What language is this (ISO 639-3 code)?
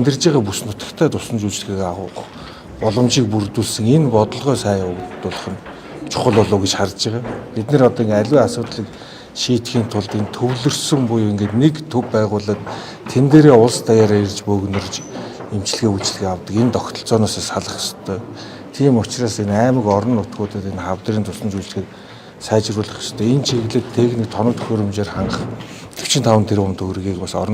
mon